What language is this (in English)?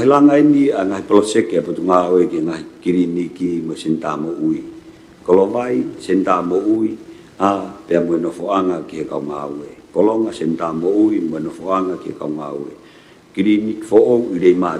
Tongan